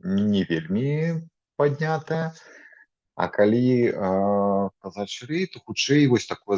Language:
Belarusian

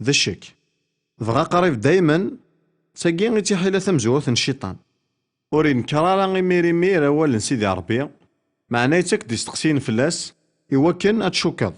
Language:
Kabyle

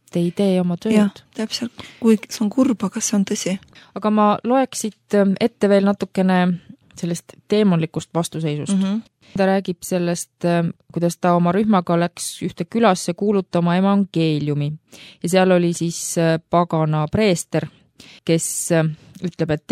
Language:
Estonian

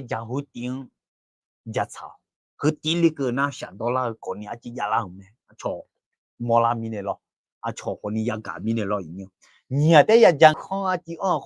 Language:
Akha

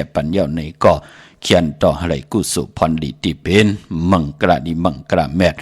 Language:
Shan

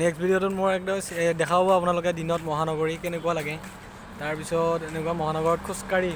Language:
Assamese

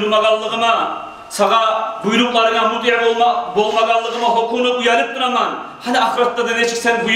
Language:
Kumyk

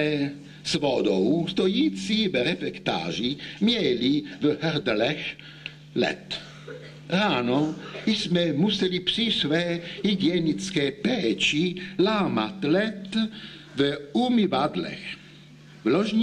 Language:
Czech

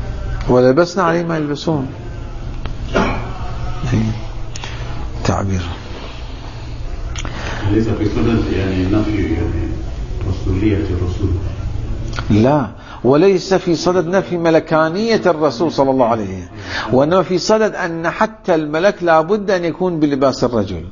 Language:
Arabic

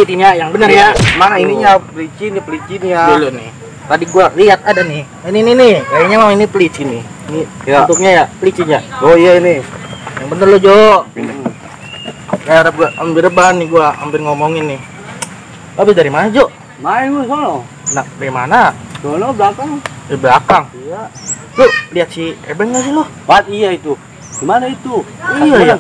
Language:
Betawi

